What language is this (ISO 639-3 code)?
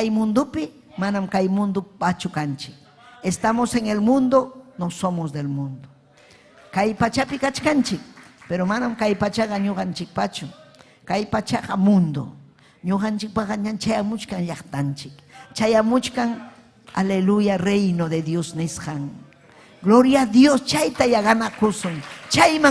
quy